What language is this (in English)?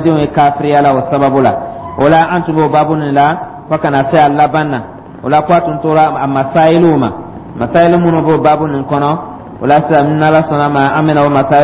Dyula